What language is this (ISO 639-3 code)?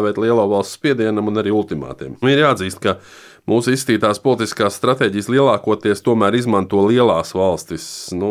lav